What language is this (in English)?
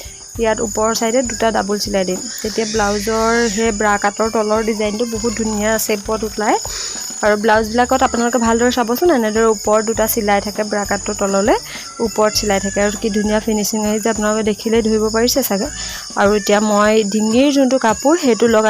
Assamese